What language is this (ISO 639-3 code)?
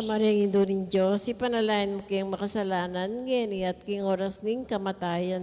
pam